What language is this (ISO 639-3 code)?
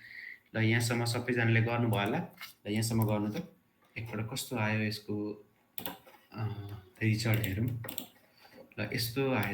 nep